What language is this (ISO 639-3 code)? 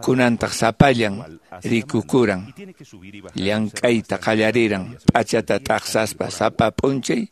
que